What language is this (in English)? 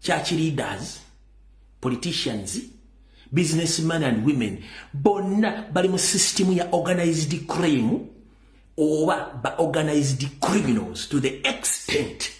Ganda